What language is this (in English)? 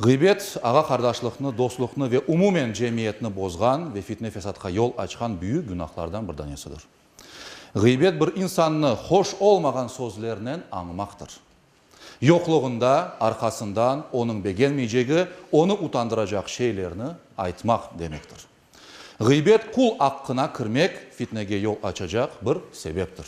Crimean Tatar